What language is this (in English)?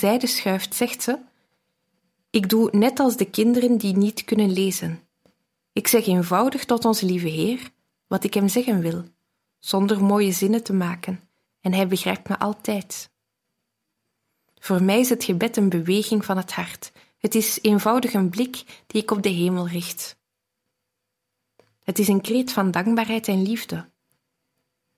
Dutch